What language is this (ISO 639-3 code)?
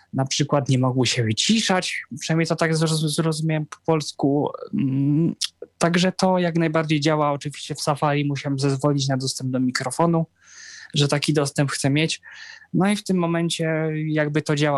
pol